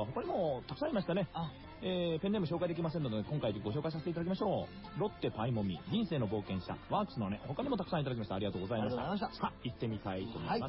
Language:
Japanese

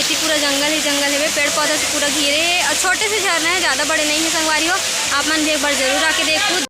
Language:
Chhattisgarhi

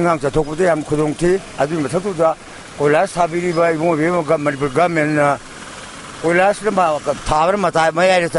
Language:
Manipuri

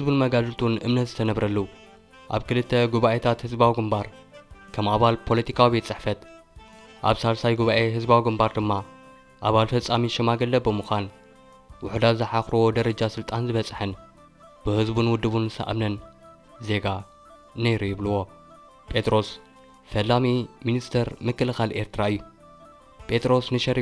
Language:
Tigrinya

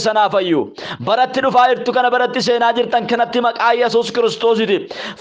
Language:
Oromo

